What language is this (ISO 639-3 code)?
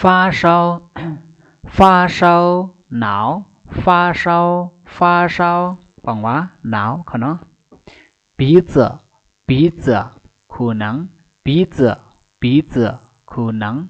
shn